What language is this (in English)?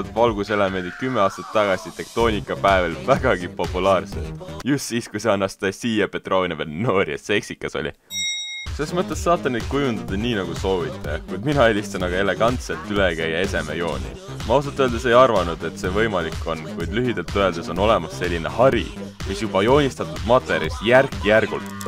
Estonian